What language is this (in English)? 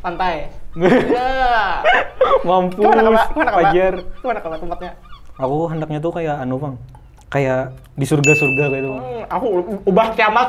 Banjar